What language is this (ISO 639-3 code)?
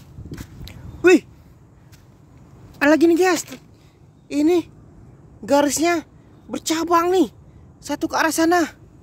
ind